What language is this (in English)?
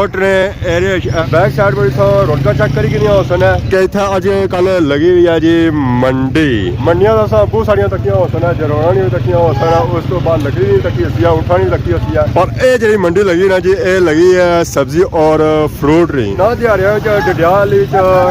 Pahari-Potwari